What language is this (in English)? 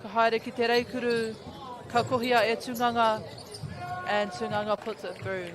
Māori